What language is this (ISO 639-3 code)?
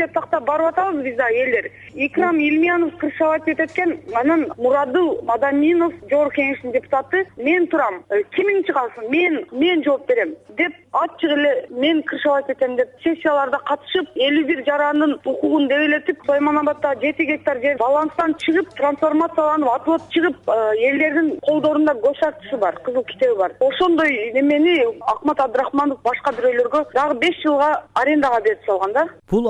kir